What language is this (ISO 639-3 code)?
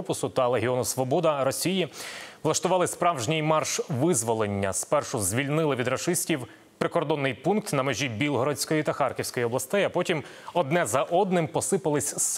ukr